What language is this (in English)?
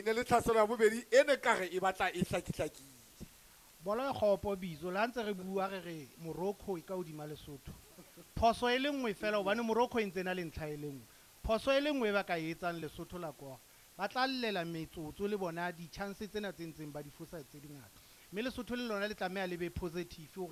Southern Sotho